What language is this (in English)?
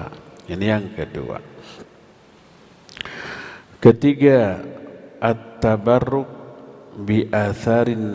Indonesian